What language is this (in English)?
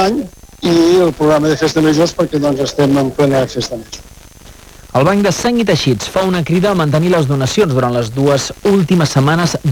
Catalan